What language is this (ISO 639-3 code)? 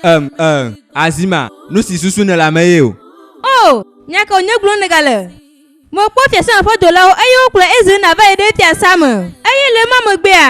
ewe